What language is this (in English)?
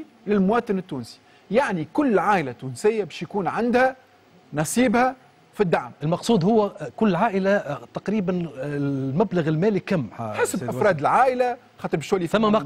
Tunisian Arabic